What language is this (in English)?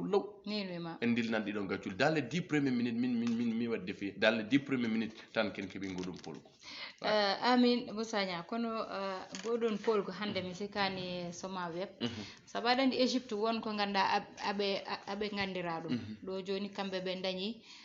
Fula